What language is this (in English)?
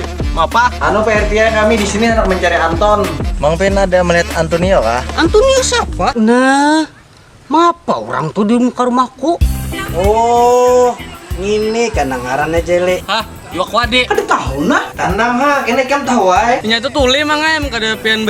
Banjar